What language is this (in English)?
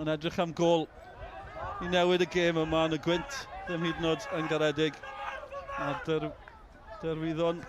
Welsh